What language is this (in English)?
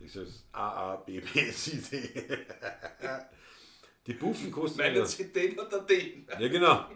Bavarian